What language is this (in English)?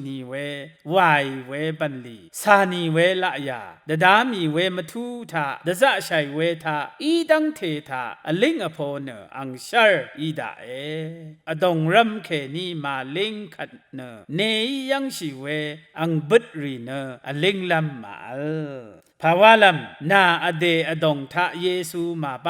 Rawang